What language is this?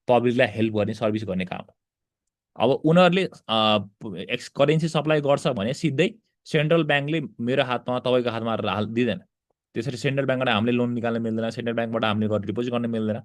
Nepali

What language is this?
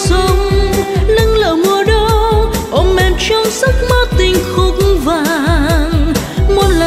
Vietnamese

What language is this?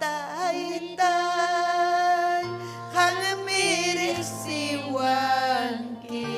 Ayacucho Quechua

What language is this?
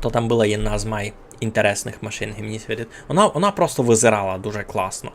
Rusyn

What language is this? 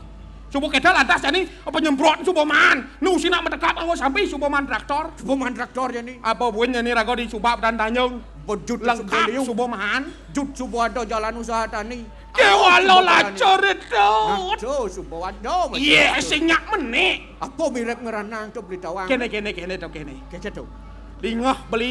Balinese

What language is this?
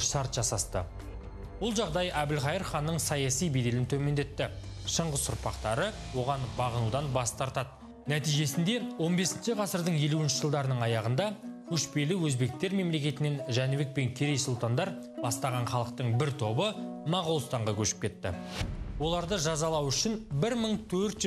Kazakh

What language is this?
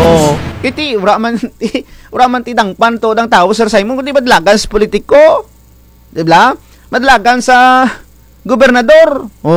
Kinaray-a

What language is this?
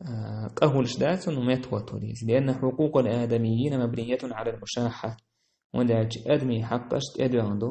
Chechen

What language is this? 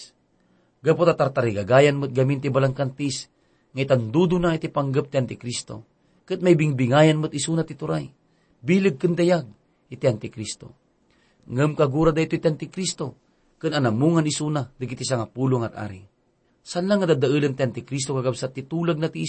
Iloko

